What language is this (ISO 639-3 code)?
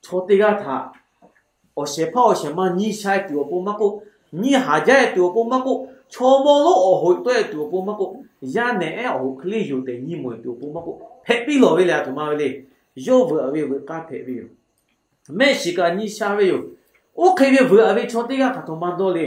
lhu